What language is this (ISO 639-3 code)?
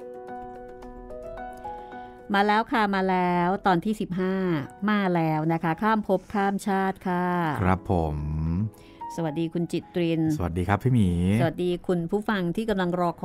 tha